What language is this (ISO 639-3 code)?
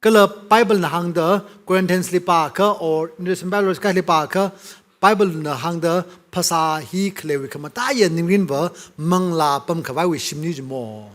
nmf